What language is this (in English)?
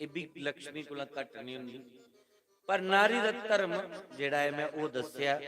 Dogri